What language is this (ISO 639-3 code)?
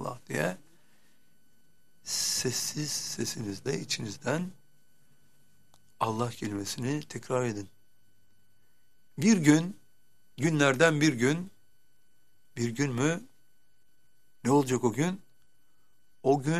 tur